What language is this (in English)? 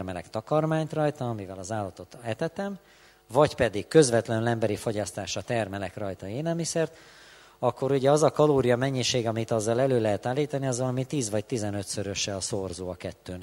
Hungarian